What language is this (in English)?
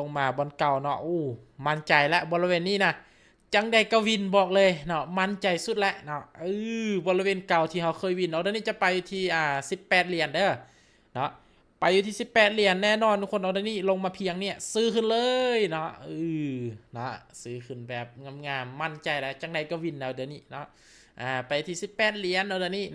Lao